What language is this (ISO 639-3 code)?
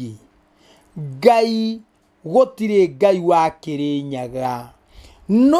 kik